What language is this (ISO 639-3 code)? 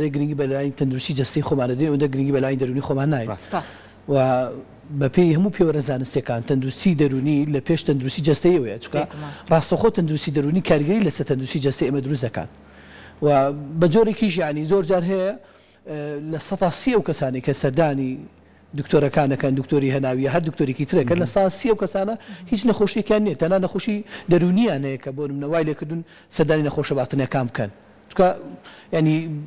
ckb